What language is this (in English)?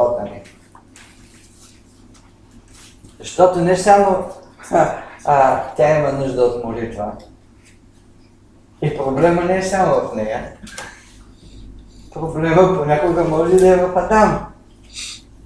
Bulgarian